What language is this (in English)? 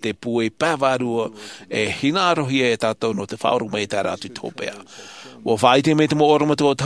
Tahitian